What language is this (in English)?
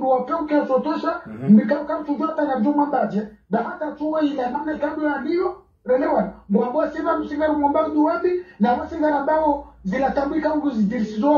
Swahili